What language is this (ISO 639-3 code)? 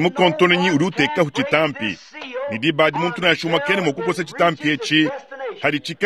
lua